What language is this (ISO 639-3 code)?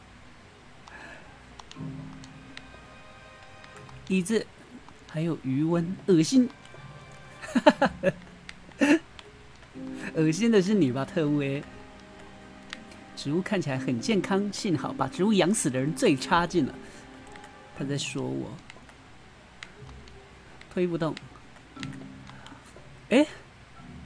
zho